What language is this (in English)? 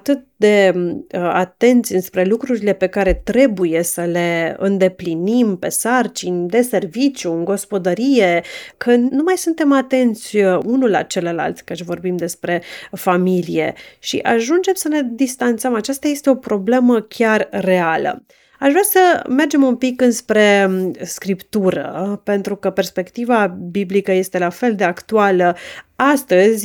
Romanian